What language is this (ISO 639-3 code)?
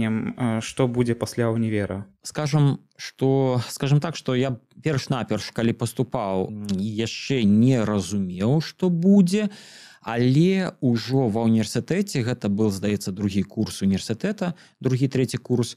bel